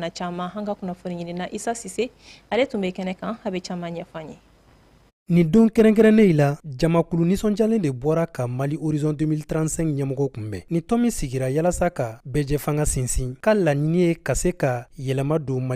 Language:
Bambara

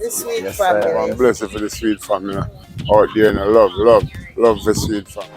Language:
Jamaican Creole English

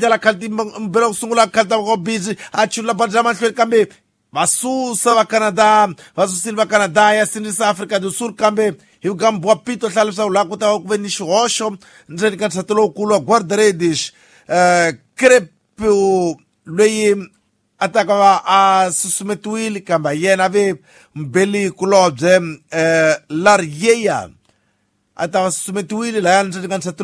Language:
Tsonga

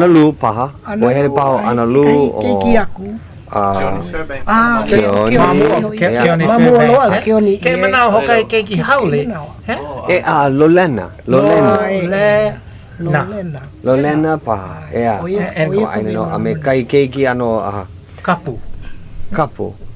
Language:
Hawaiian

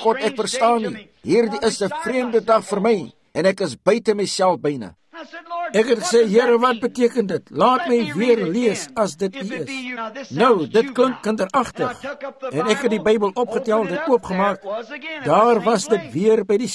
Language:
Afrikaans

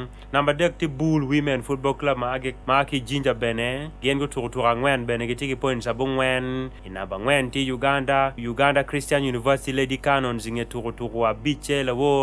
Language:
Acoli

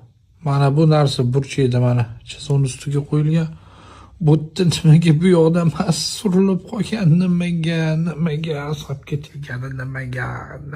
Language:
Uzbek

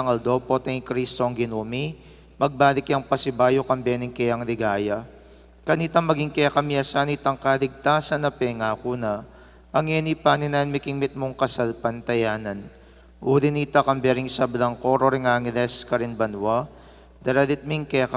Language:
Pampanga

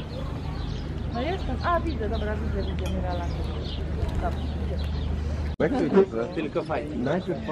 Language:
Polish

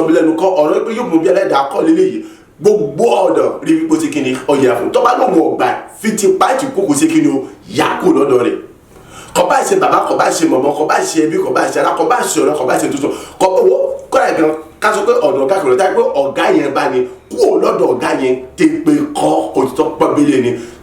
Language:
Yoruba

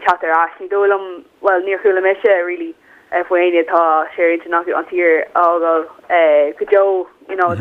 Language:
Irish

